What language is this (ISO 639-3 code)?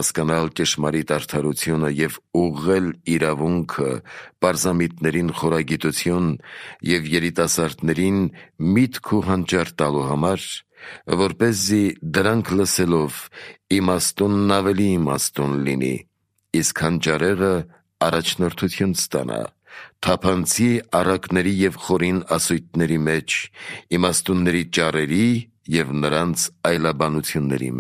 hye